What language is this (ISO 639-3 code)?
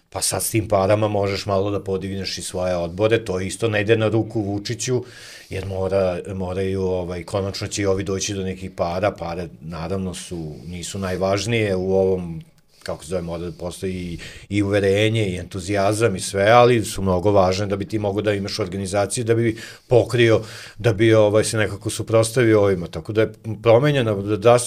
srp